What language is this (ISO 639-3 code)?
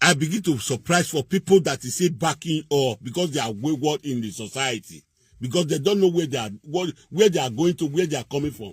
pcm